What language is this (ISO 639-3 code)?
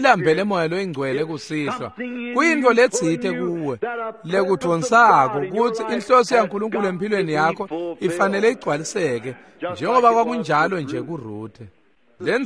ssw